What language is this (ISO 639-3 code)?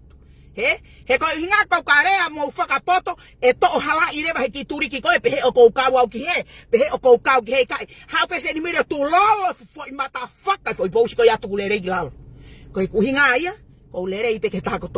ton